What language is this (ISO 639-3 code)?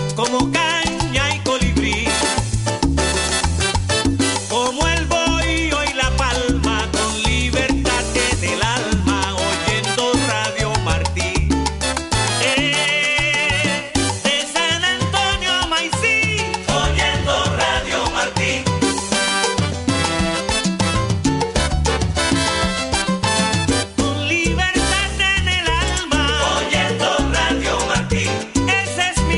spa